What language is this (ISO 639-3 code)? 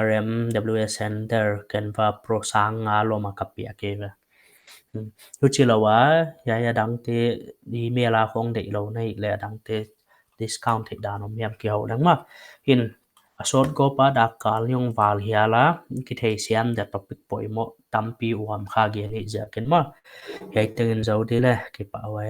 pck